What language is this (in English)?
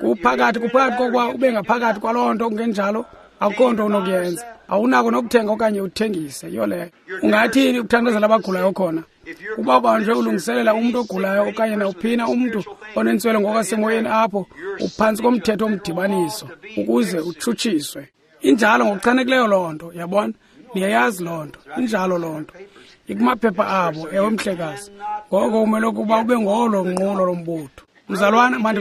Xhosa